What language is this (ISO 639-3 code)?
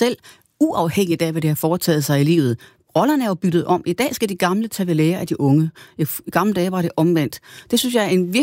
dan